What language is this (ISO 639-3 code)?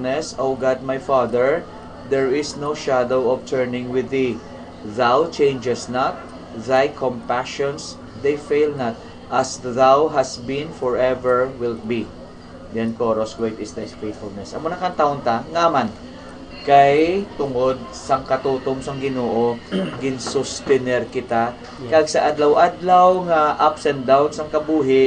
hil